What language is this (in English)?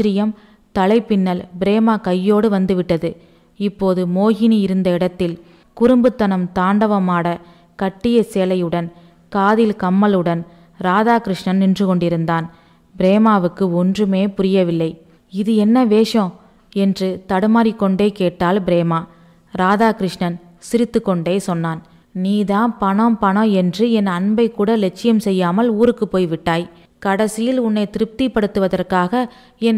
Tamil